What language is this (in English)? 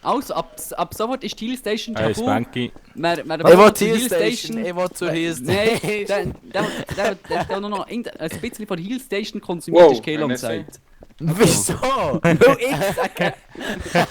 Swiss German